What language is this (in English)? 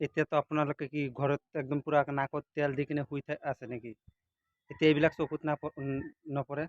Assamese